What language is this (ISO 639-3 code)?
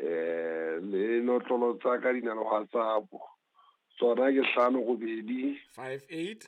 sot